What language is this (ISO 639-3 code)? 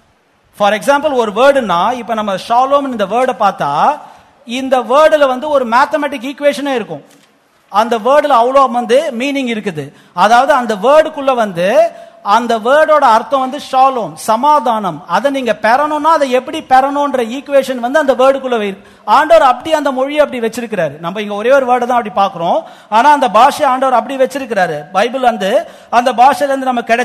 tam